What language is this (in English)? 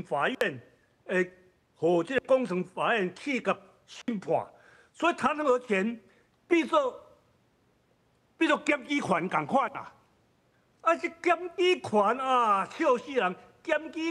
Min Nan Chinese